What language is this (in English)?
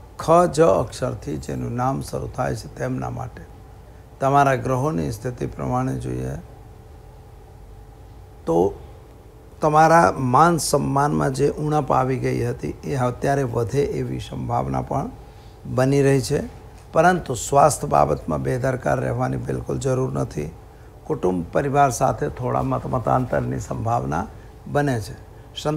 Gujarati